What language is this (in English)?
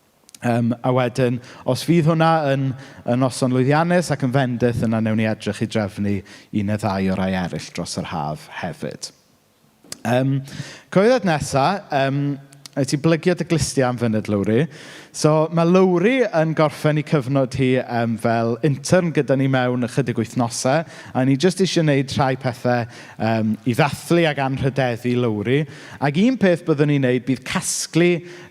Welsh